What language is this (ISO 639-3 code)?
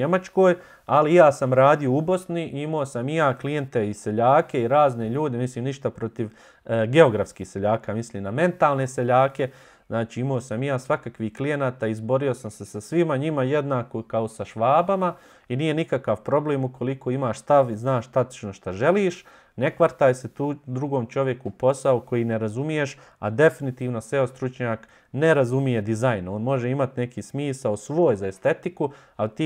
bos